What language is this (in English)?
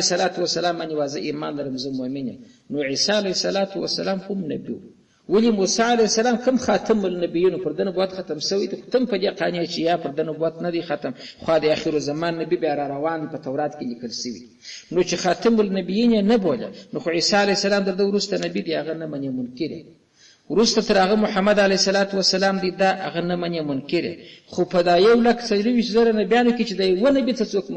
Pashto